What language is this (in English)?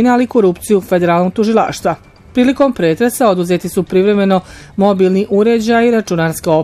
Bosnian